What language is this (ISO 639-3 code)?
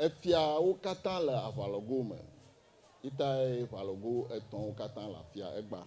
ewe